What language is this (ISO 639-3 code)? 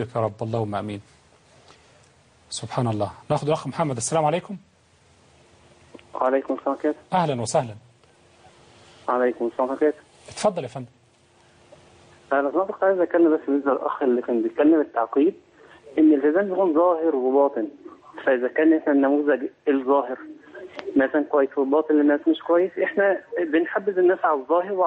arz